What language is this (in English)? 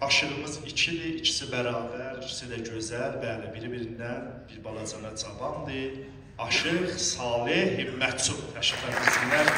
South Azerbaijani